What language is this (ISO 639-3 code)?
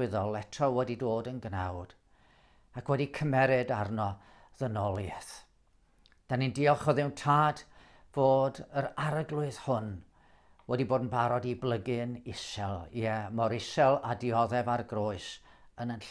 cym